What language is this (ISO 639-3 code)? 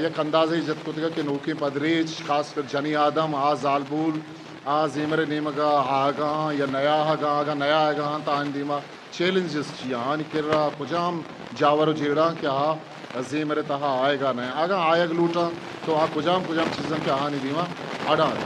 bgp